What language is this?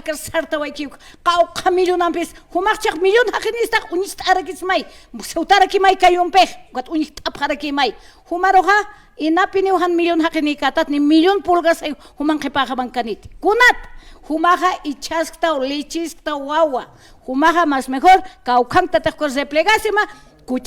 Aymara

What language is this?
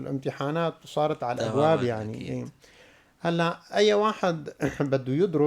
North Levantine Arabic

